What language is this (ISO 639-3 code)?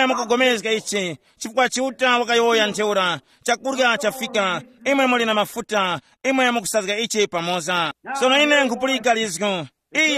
tum